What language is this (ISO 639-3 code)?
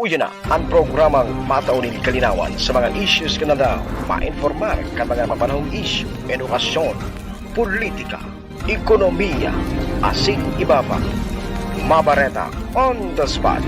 bik